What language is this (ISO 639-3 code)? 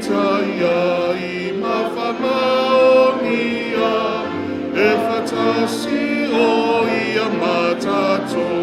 smo